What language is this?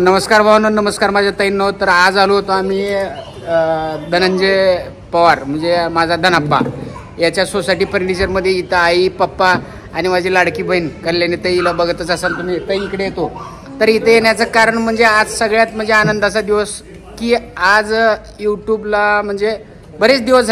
Marathi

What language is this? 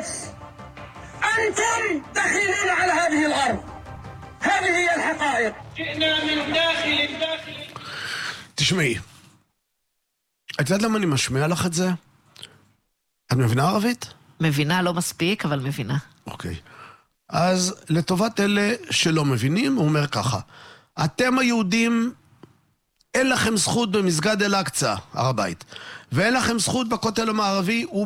Hebrew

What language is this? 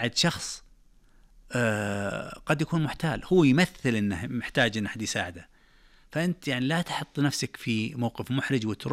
Najdi Arabic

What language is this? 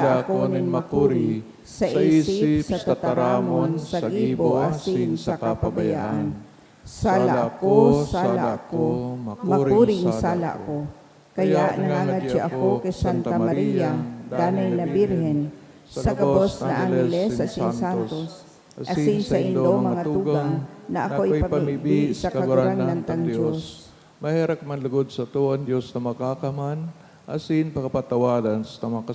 Bikol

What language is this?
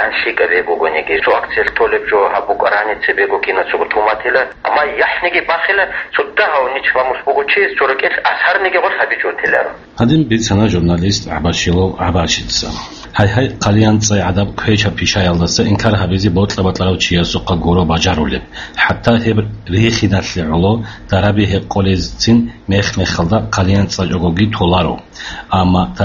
Avaric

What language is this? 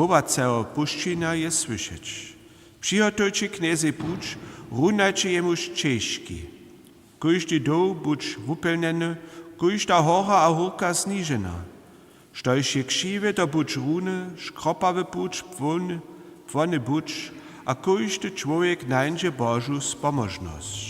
Upper Sorbian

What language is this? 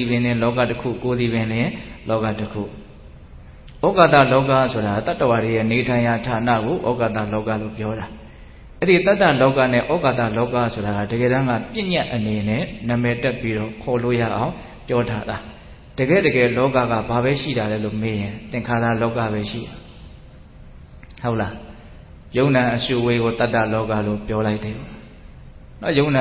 Burmese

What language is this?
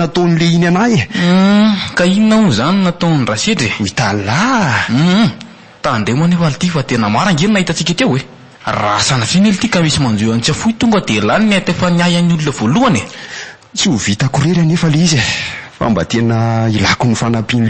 Malagasy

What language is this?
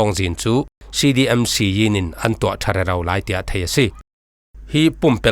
Falam Chin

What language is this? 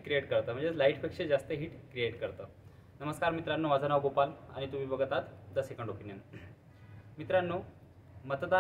Marathi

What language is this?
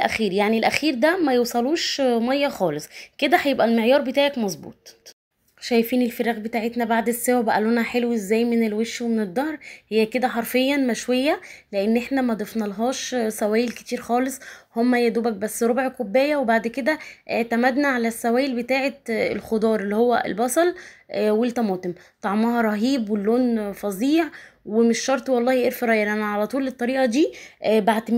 Egyptian Arabic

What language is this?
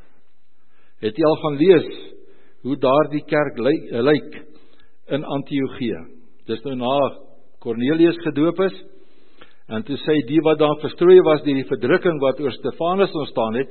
Afrikaans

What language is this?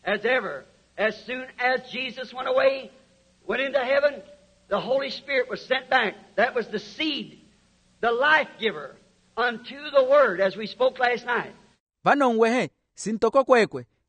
Makhuwa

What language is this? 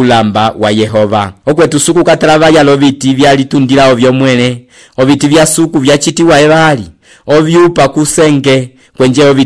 Umbundu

